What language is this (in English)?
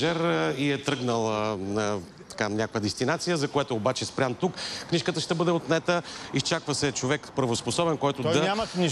Bulgarian